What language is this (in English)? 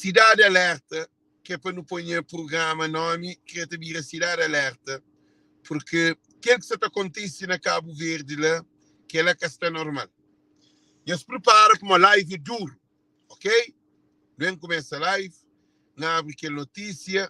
Kabuverdianu